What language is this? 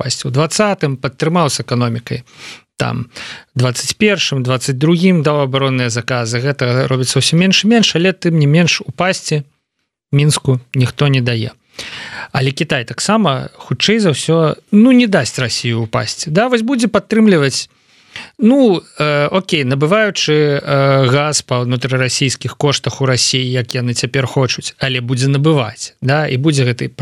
Belarusian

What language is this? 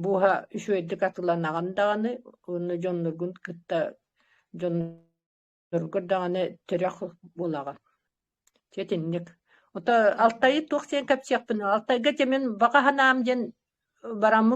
Yakut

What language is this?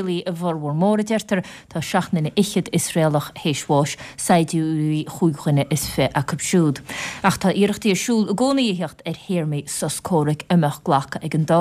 Irish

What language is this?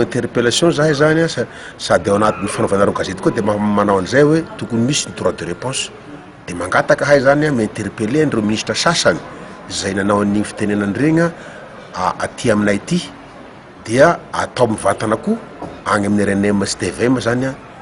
Malagasy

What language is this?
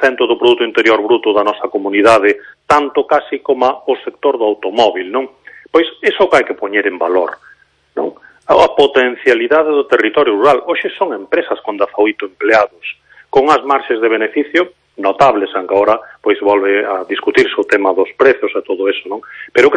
Galician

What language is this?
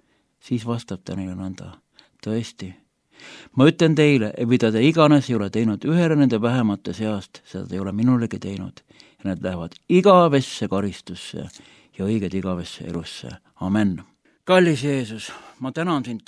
Estonian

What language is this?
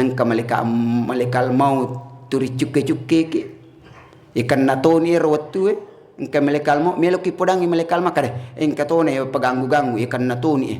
Buginese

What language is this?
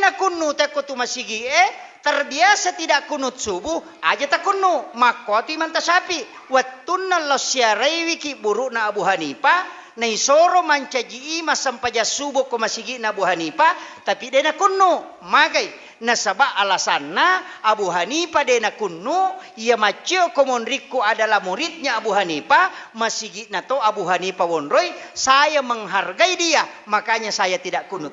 Buginese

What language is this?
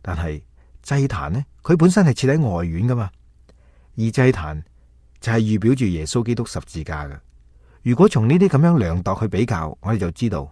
Cantonese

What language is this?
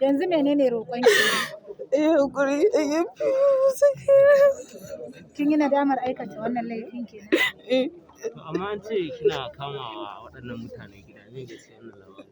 Hausa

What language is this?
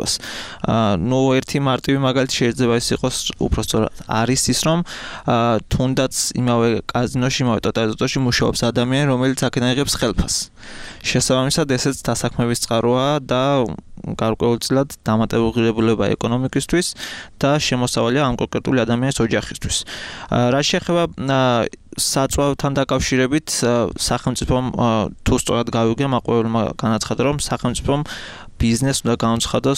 Georgian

